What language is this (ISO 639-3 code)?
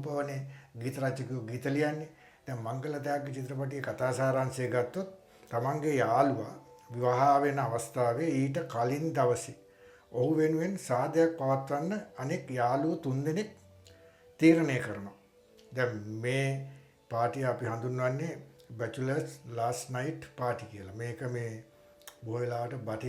sin